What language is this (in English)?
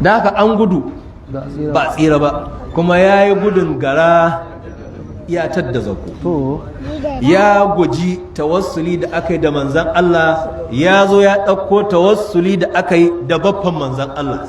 Hausa